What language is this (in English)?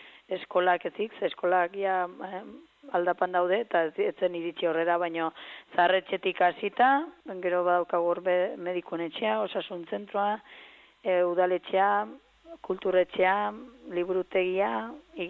Basque